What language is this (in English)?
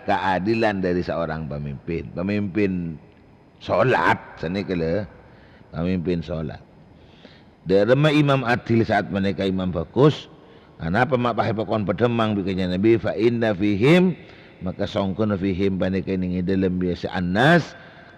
Madurese